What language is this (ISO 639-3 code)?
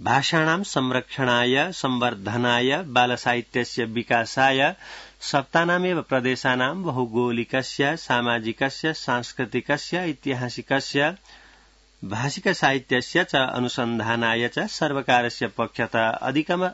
san